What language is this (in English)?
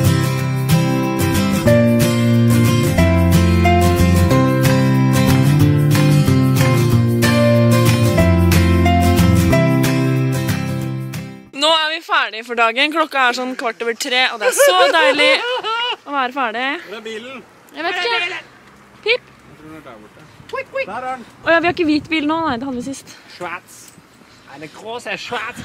Norwegian